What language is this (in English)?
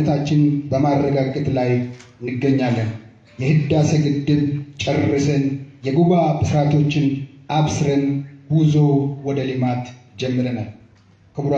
Amharic